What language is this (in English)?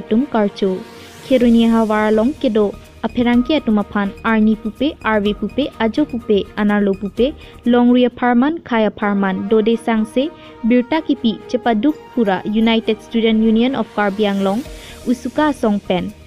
Karbi